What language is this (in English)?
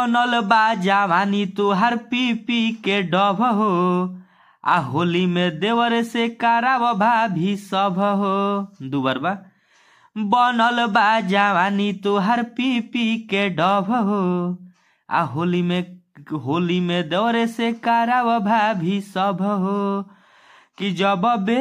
Bhojpuri